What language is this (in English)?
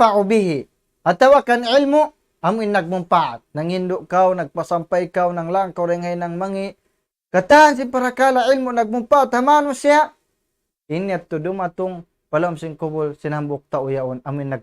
Tausug